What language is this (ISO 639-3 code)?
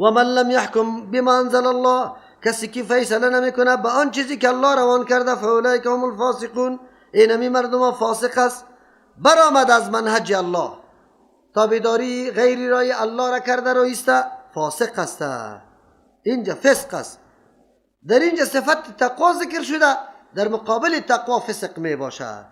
fas